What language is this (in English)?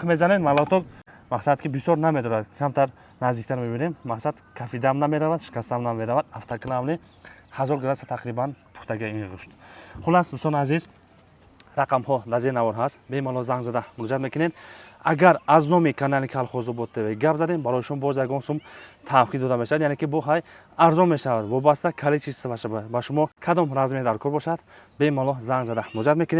Tajik